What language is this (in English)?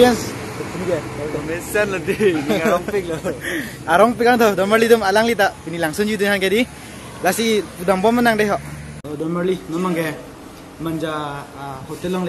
Karbi